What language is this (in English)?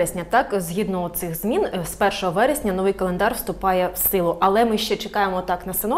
Ukrainian